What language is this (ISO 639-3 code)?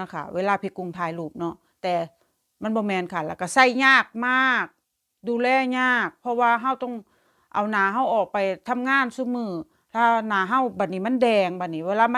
tts